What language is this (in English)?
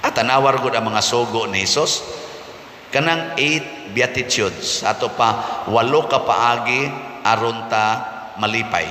Cebuano